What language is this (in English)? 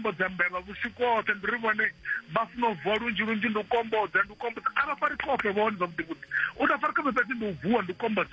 Venda